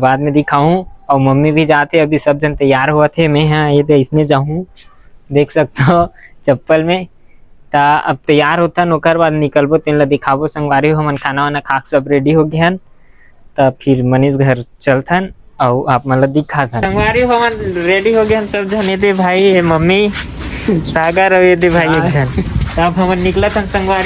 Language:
Chhattisgarhi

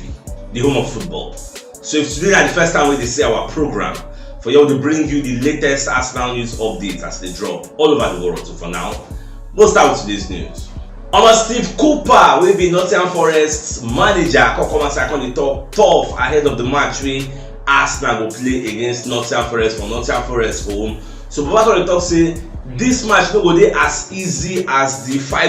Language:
Nigerian Pidgin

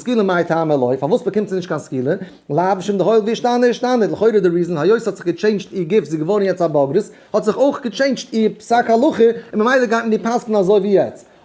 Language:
Yiddish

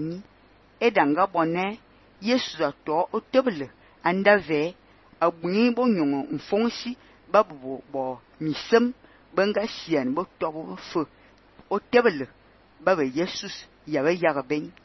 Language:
Fang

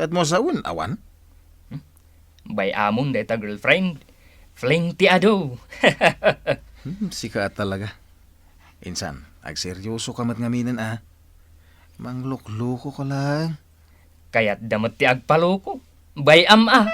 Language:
Iloko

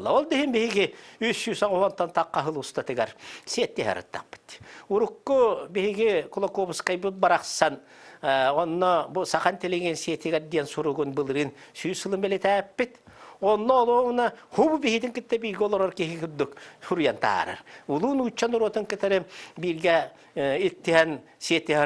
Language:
Yakut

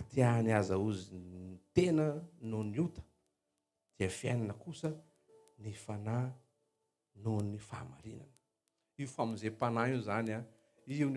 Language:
Malagasy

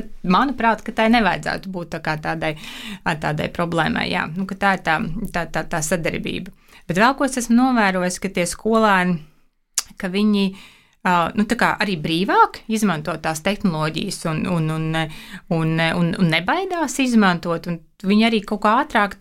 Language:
Latvian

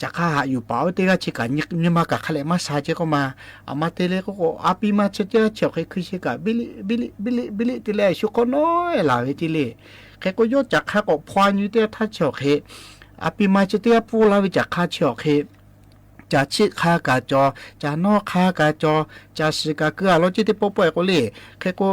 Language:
Lahu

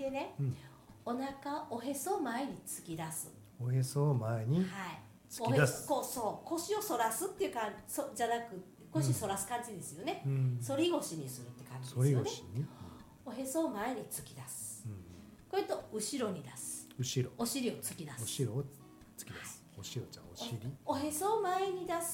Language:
Japanese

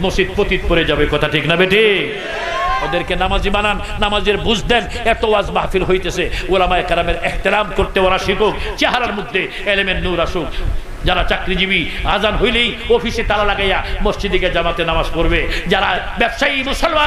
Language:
Bangla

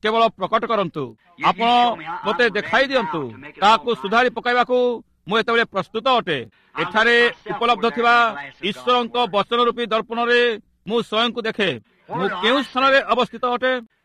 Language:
Odia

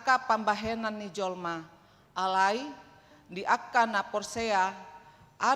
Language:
Batak Toba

